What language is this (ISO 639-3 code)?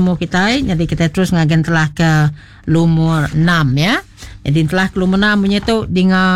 iba